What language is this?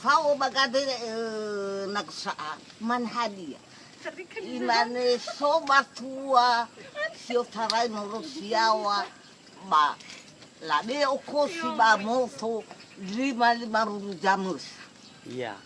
Nias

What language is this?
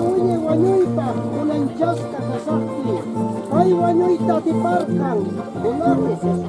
Quechua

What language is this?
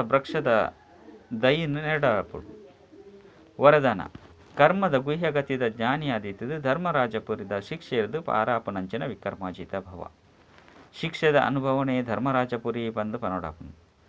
Tulu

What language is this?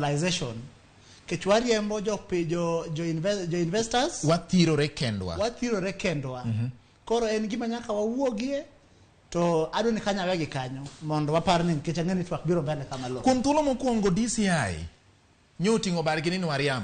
Luo (Kenya and Tanzania)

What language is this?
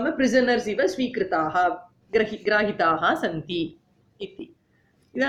Sanskrit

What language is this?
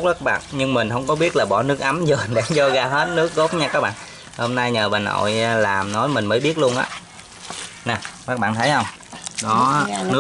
Vietnamese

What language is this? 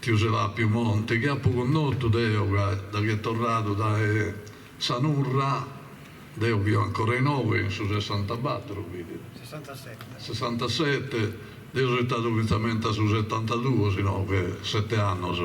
Sardinian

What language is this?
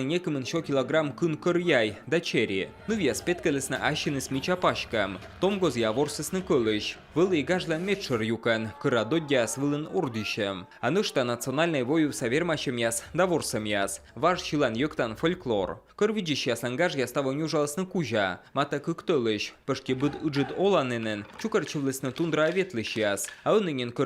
Komi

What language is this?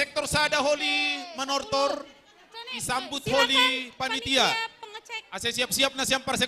Batak Simalungun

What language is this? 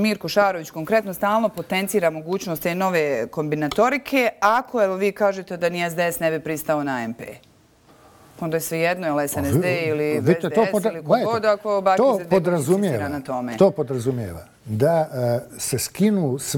Bosnian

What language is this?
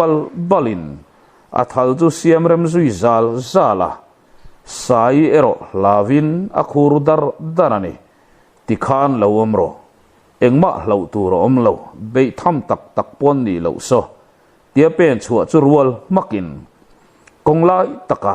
Mizo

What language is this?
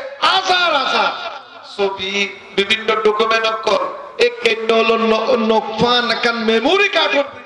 Rohingya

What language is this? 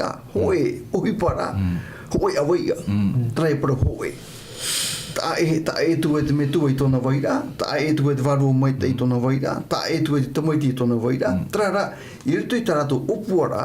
Tahitian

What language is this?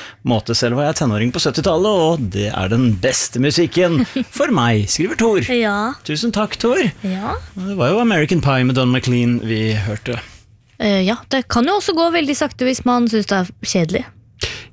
Norwegian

